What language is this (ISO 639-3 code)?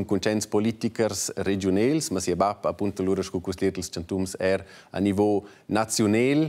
roh